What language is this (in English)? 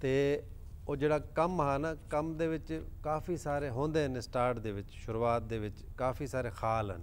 Saraiki